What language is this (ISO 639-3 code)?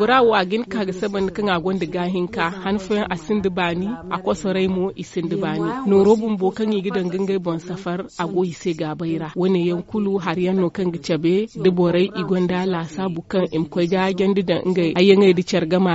dje